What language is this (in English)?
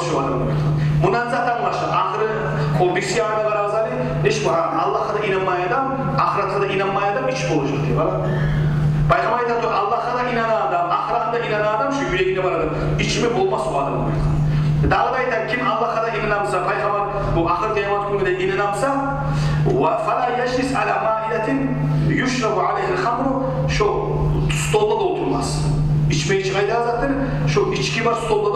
Kumyk